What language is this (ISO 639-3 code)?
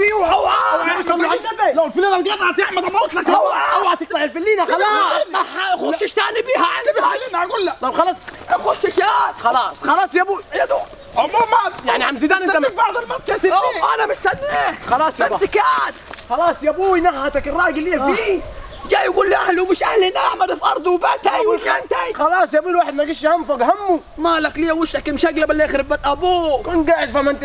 arz